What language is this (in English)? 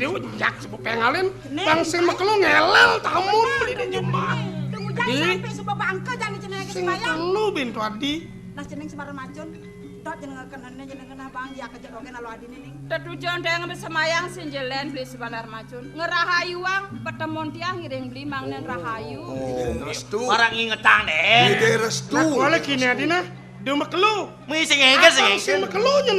Balinese